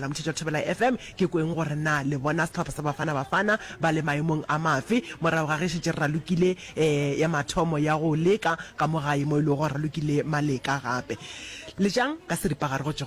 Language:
Northern Sotho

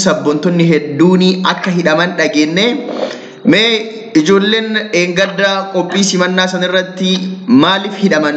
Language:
Oromo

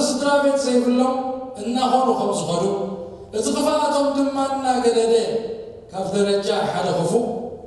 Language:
Tigrinya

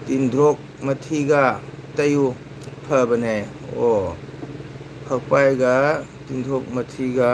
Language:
Manipuri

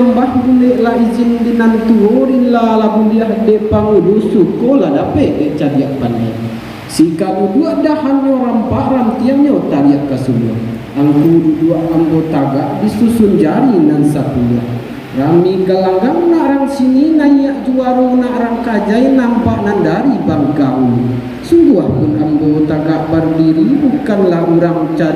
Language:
Minangkabau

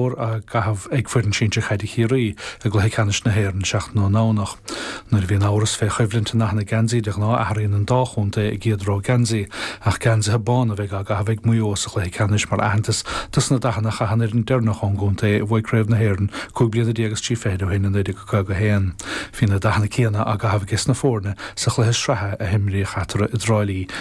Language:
Irish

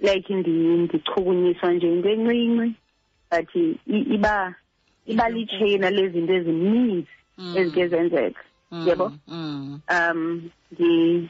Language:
Xhosa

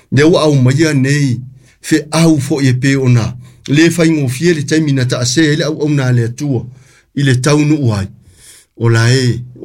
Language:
Samoan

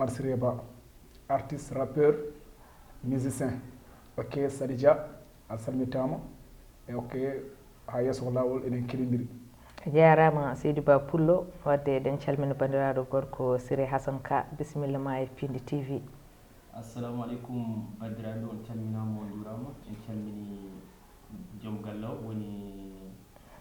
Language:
Fula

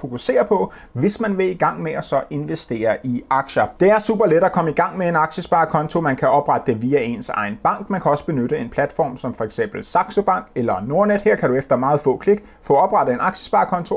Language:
Danish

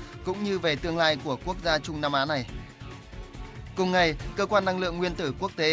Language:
Vietnamese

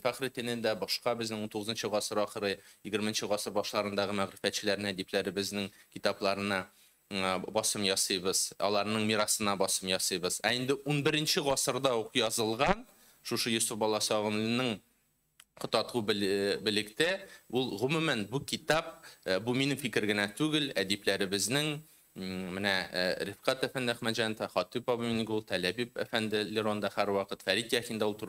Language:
Tatar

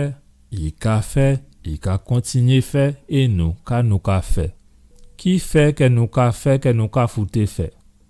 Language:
Guadeloupean Creole French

